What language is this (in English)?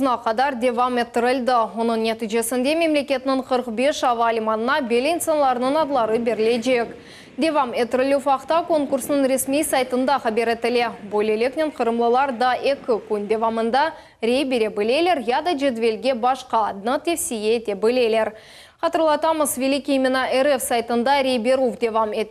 Crimean Tatar